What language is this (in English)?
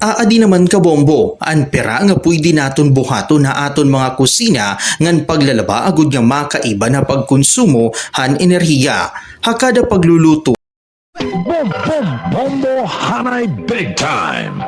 Waray